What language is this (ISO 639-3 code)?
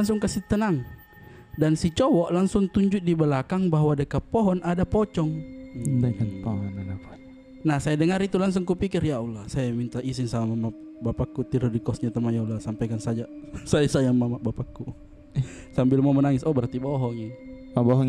mfp